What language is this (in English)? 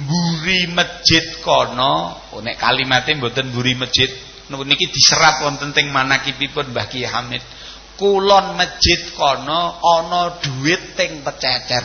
Javanese